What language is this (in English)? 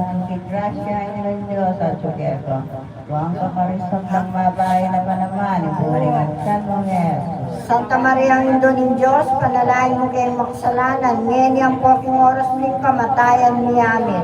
Pampanga